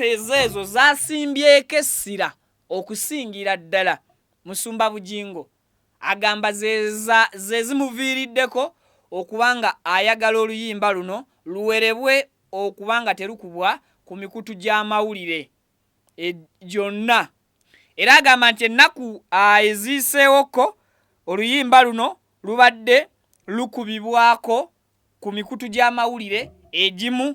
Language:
Ganda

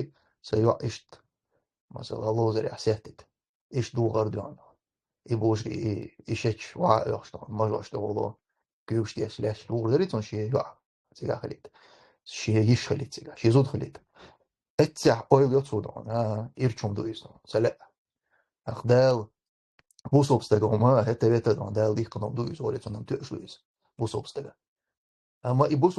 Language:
Chechen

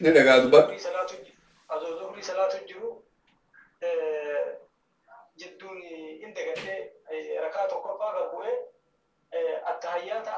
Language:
Oromo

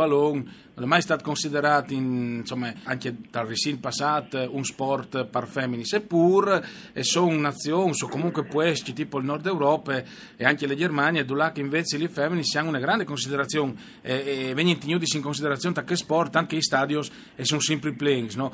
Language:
Friulian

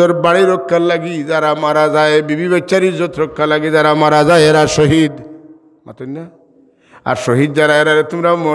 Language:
Sylheti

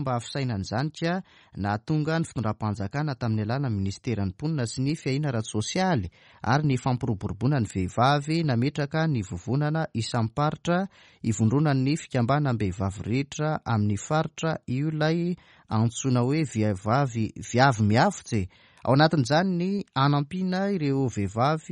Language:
Malagasy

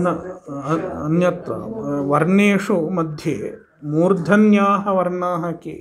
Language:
Sanskrit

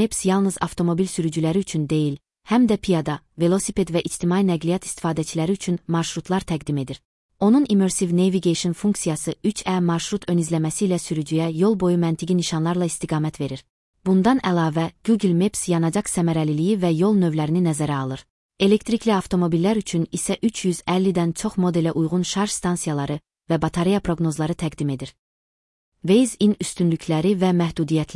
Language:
Azerbaijani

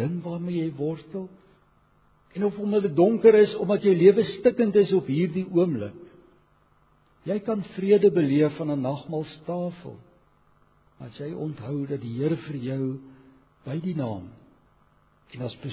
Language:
Afrikaans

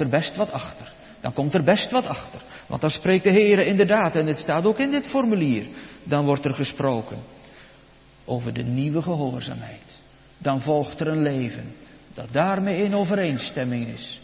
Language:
Dutch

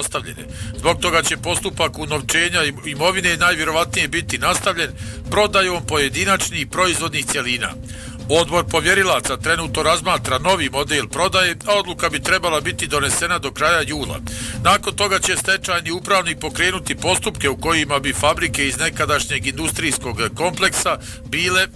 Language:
Bosnian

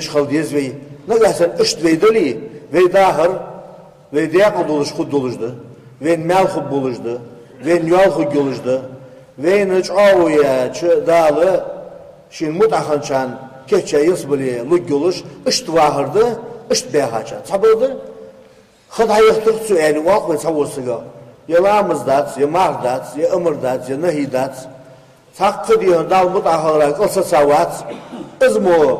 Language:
Ingush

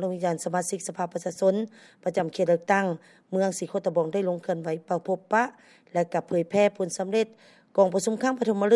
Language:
Lao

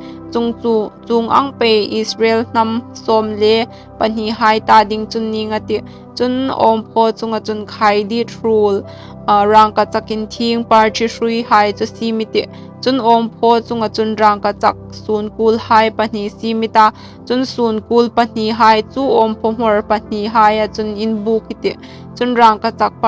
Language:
Hmar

